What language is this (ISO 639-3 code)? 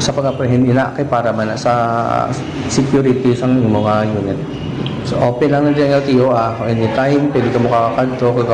hil